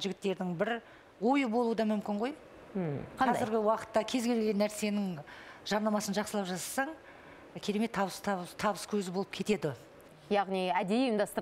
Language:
Kazakh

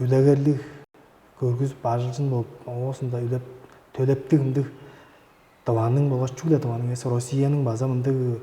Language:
Tuvinian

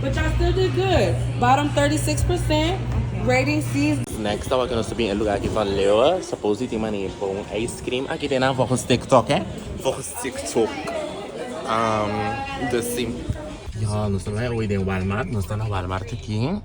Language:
Papiamento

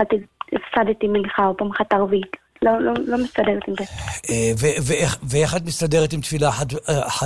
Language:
Hebrew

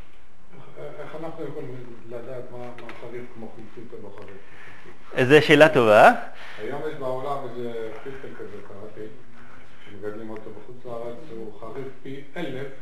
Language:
Hebrew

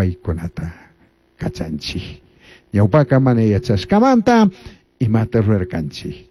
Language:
Chimborazo Highland Quichua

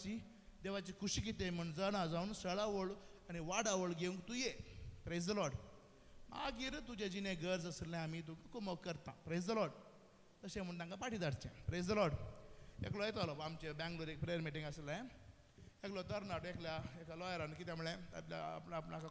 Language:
Konkani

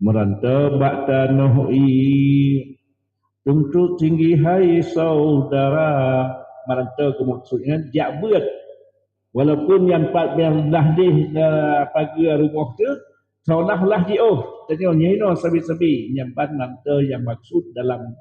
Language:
Achinese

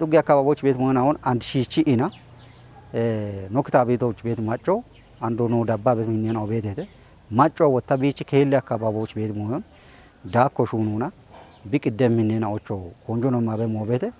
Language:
Kafa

